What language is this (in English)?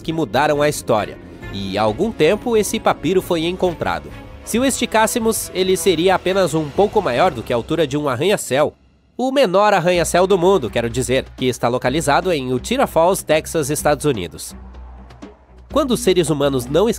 Portuguese